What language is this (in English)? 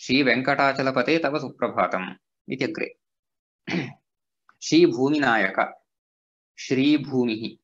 Sanskrit